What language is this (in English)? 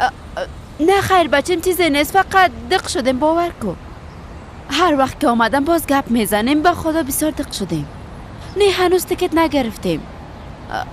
Persian